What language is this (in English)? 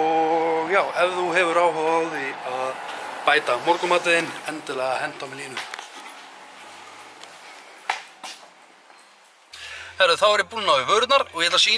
Icelandic